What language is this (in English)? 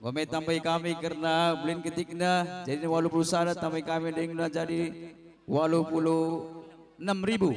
Batak Karo